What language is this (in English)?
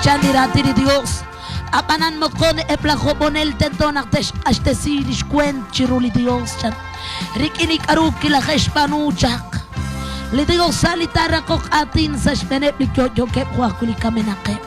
Kekchí